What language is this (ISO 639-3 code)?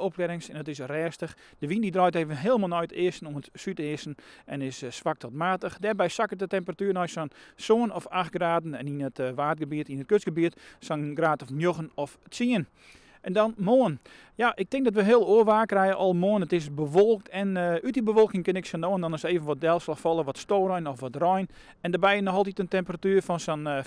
fry